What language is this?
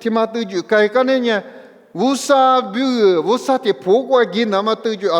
Lisu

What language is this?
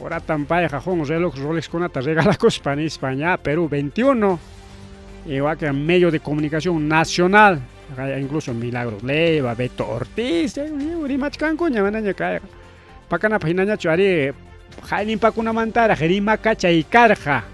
Ayacucho Quechua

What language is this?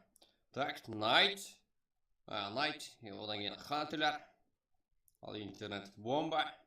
Kara-Kalpak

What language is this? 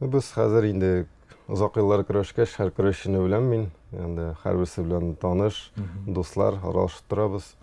Tatar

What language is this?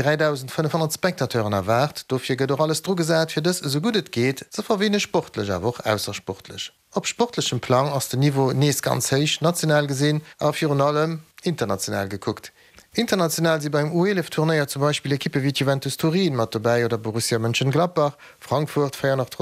Luxembourgish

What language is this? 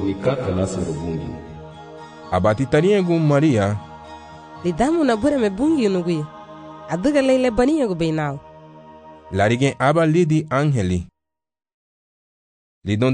Garifuna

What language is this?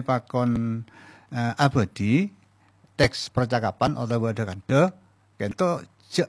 Madurese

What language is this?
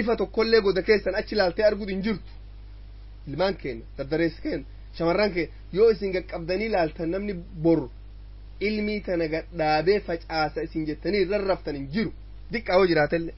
Oromo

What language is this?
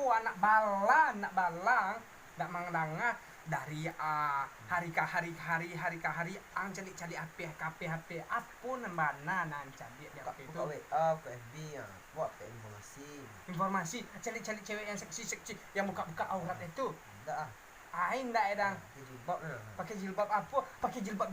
Minangkabau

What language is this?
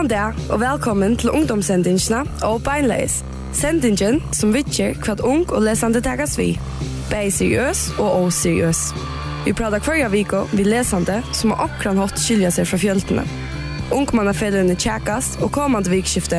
Faroese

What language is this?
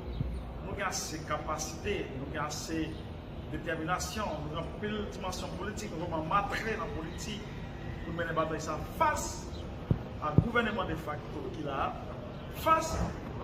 Haitian Creole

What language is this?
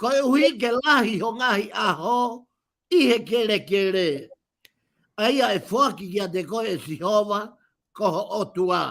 Tongan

